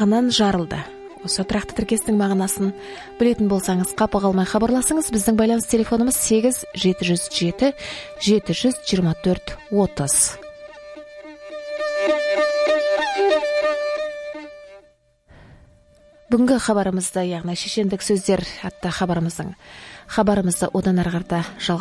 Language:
Kazakh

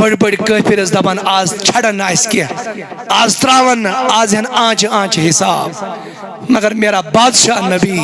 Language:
Kashmiri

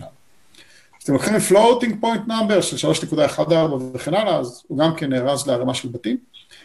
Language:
Hebrew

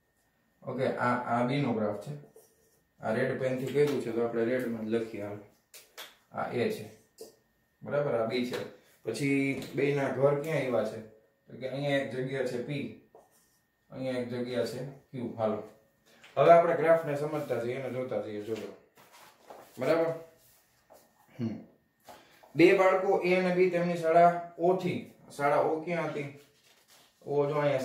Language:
Gujarati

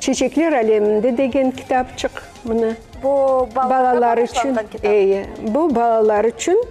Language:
Crimean Tatar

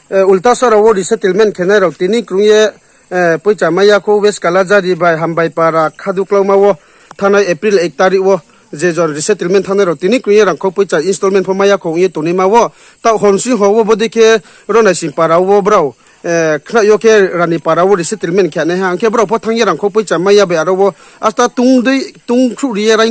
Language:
Riang (India)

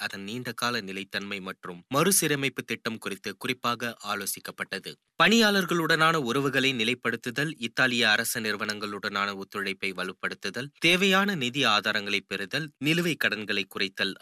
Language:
Tamil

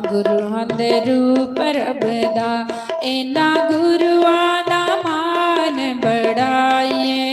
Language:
Dogri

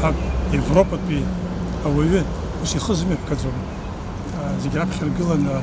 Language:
Abkhazian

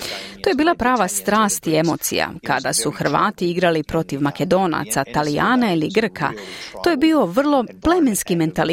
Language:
Croatian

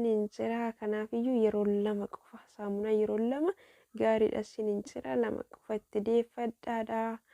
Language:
Oromo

